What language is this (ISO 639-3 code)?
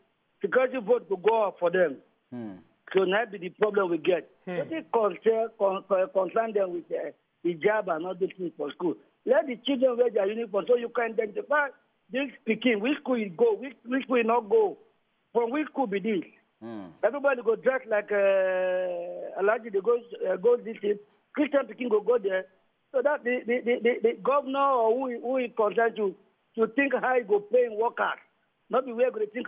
pcm